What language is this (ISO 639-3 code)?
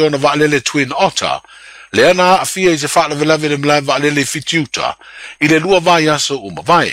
smo